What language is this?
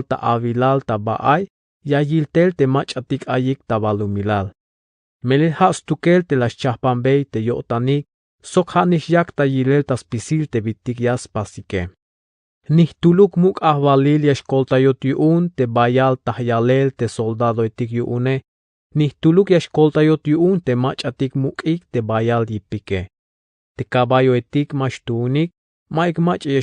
Tzeltal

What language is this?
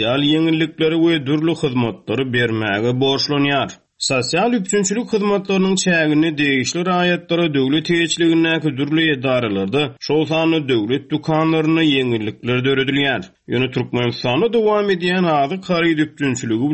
Turkmen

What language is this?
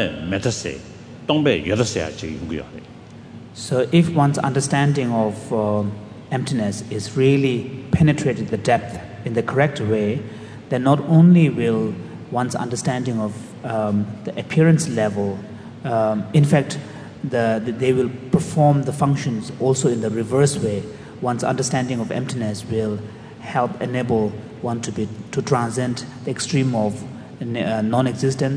English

